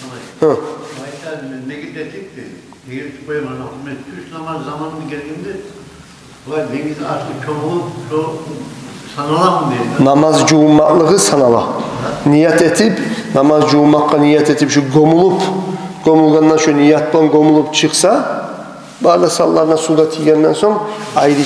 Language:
Kumyk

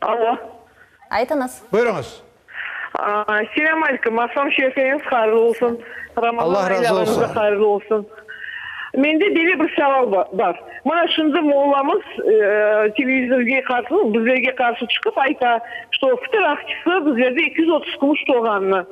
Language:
Crimean Tatar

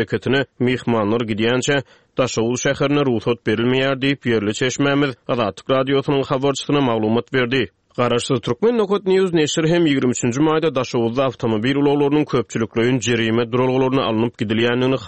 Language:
Turkmen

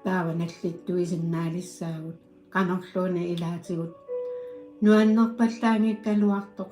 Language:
Kalaallisut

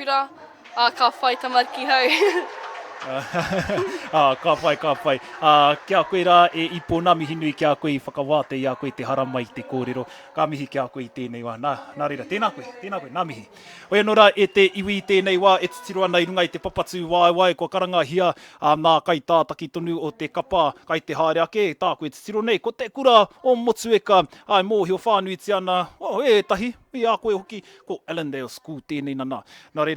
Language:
Māori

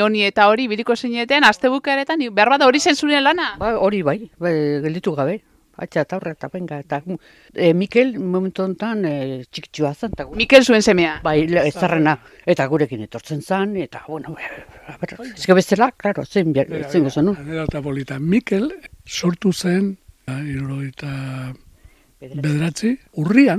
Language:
Basque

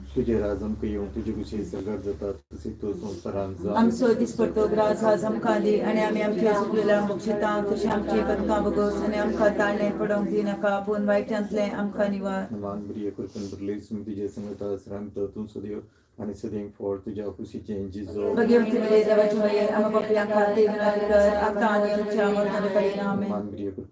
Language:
Konkani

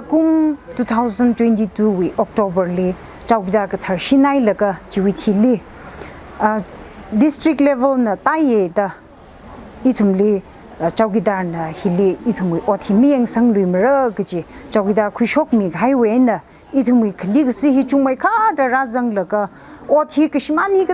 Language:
Tangkhul Naga (India)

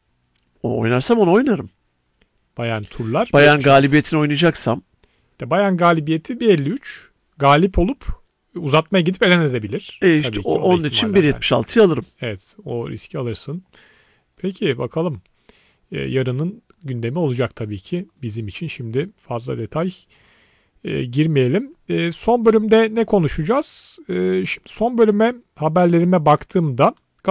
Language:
Turkish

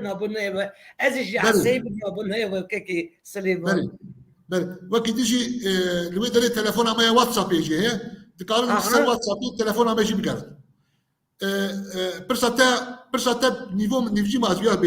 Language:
Kurdish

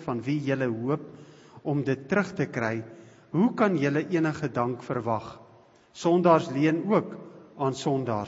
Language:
Afrikaans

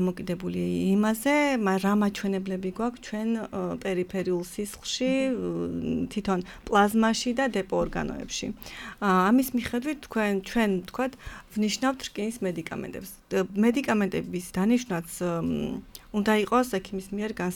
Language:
Georgian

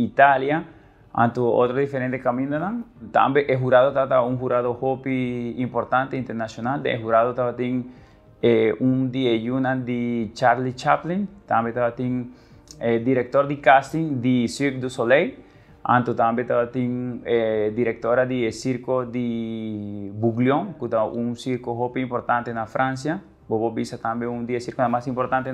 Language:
Papiamento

